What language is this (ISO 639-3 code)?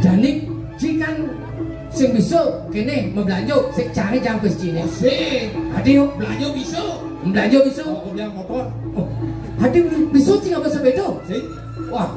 ban